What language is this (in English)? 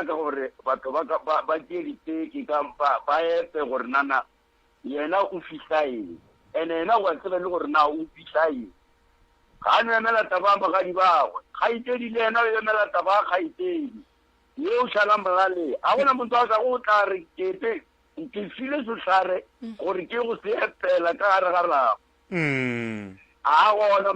Northern Sotho